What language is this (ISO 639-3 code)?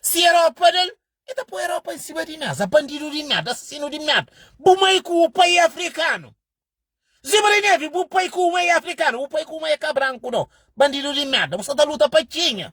kea